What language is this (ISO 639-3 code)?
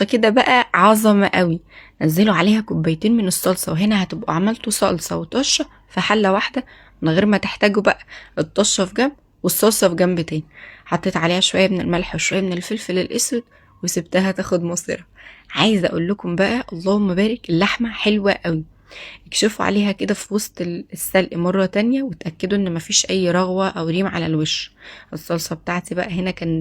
arz